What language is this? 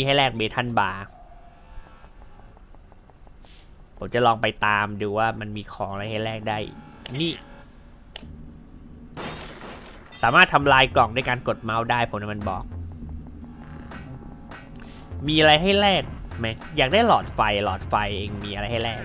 Thai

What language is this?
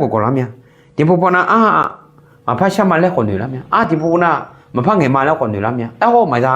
Akha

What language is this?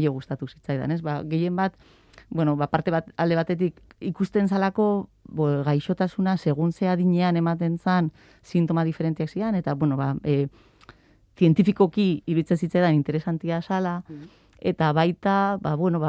Basque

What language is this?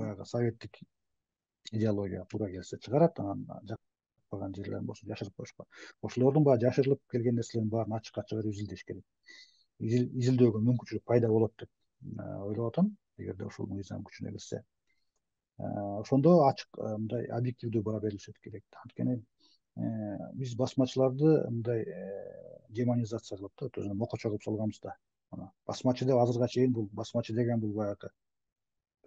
Kyrgyz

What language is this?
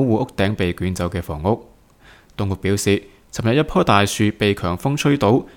Cantonese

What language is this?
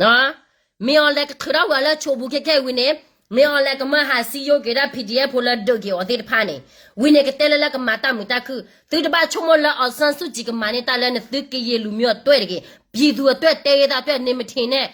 S'gaw Karen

